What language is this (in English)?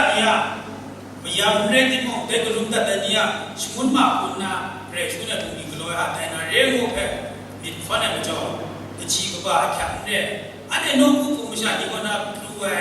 Kachin